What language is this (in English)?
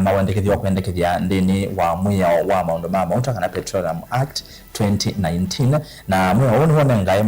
Kamba